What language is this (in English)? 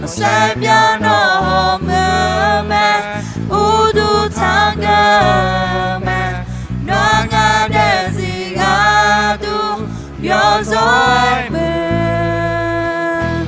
Akha